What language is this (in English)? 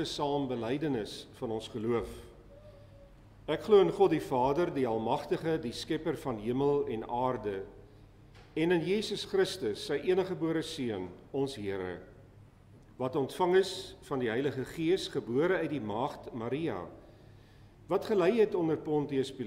Afrikaans